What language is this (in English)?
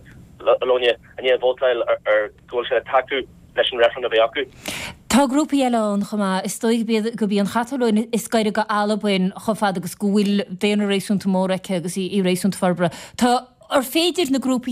Irish